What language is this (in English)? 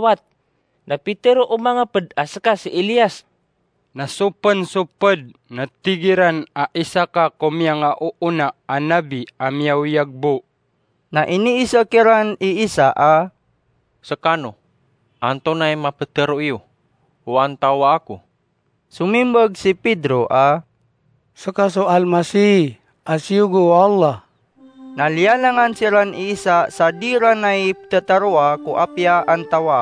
Maranao